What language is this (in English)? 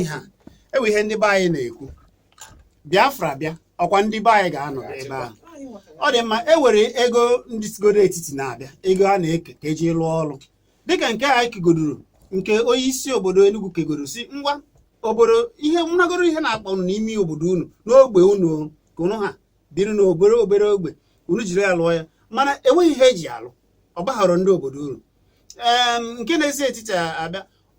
Igbo